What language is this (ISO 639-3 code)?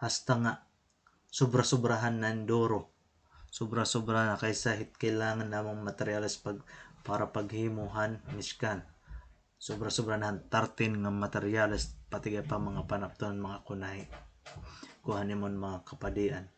war